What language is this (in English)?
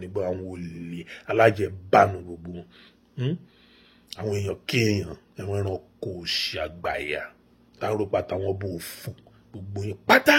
Yoruba